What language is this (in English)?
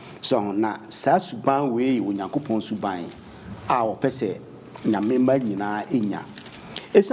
Akan